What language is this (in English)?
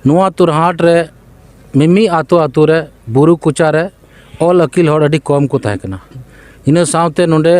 Santali